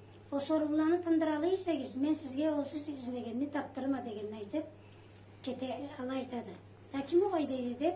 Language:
Karachay-Balkar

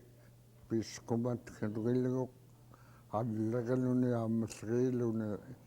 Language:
Central Yupik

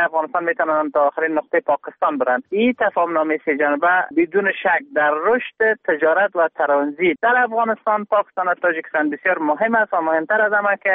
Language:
Persian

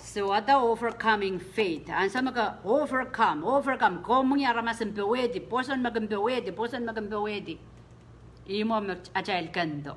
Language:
Pohnpeian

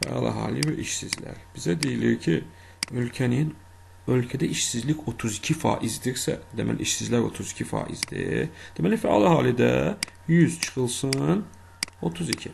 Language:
Azerbaijani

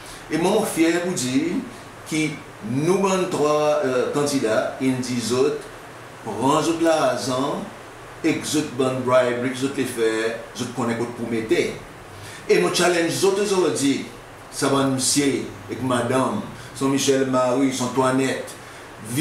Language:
Seselwa Creole French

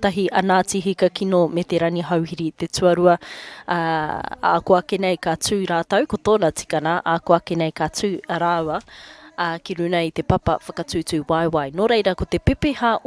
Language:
Māori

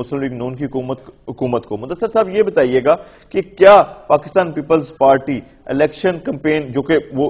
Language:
Urdu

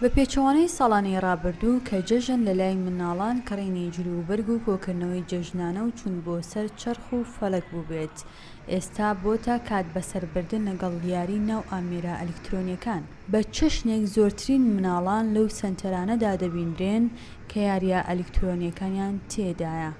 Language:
Central Kurdish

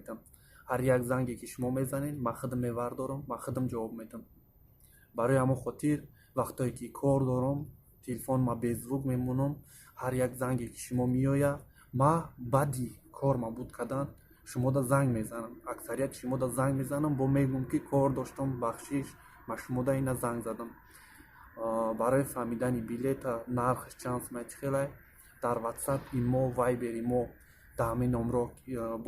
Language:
Tajik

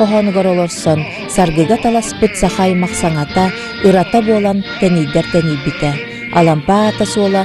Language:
Yakut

